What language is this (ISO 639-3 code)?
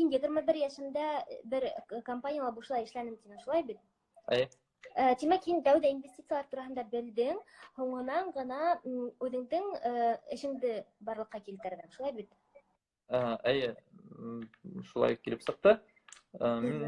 bak